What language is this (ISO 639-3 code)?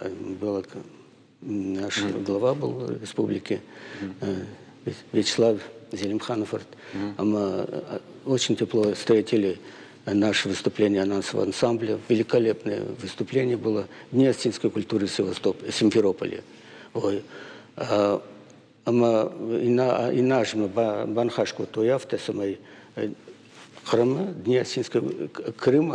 oss